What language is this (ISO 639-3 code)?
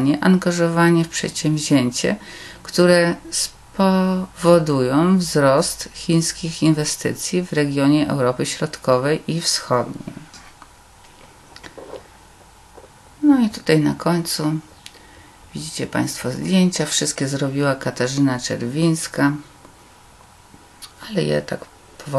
pol